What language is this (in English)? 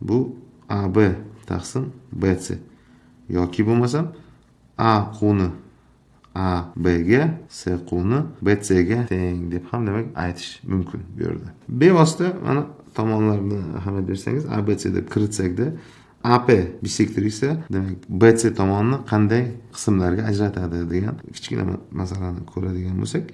Uzbek